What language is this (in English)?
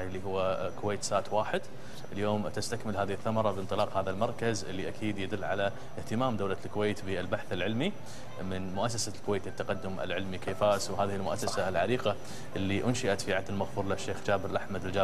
Gulf Arabic